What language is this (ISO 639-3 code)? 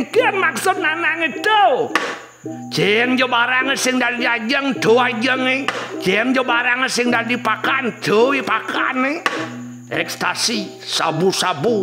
ban